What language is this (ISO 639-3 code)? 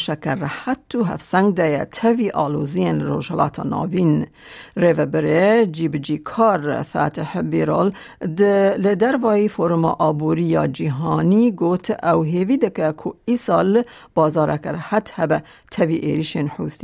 kur